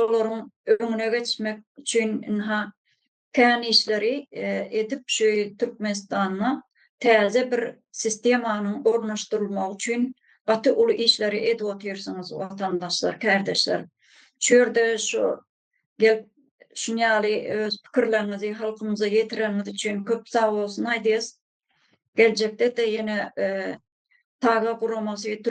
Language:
Turkmen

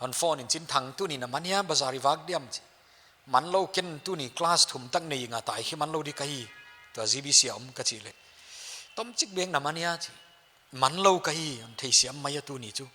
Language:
Paite Chin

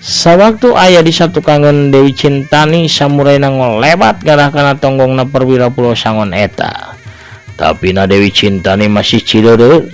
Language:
Sundanese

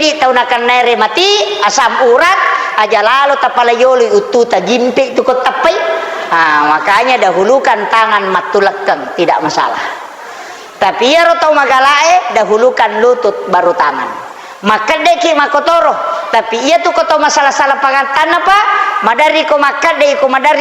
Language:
Buginese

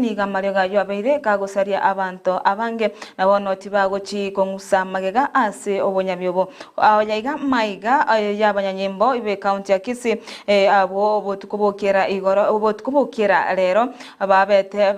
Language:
Gusii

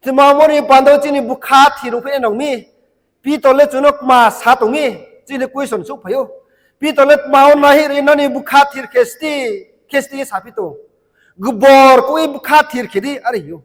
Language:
Riang (India)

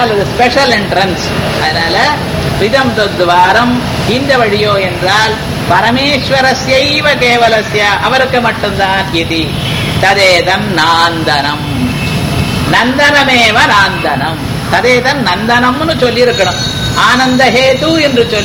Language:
Tamil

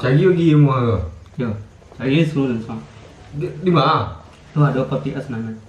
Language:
Minangkabau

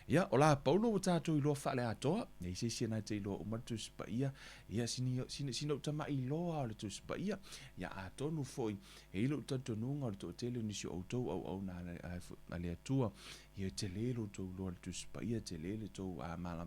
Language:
Samoan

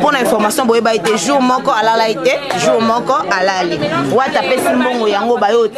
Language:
Lingala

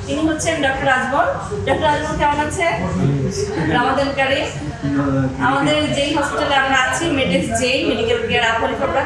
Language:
Bangla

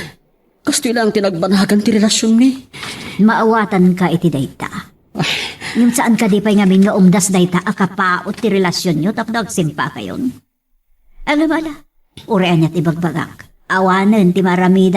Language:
Iloko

